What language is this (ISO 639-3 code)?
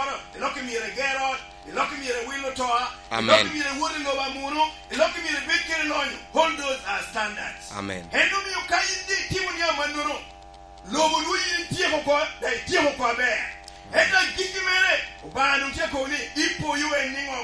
laj